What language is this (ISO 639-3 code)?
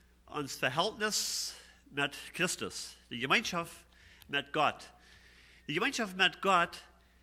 pdt